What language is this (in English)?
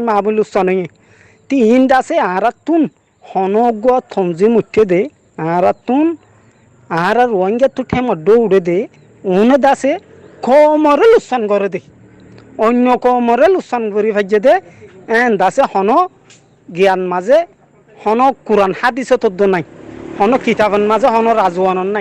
Rohingya